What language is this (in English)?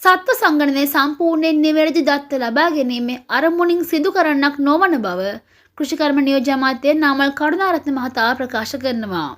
Sinhala